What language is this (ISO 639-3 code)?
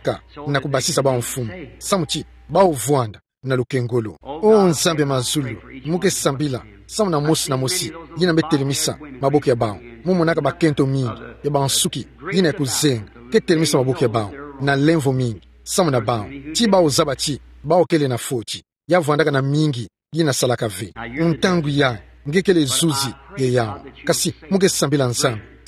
ktu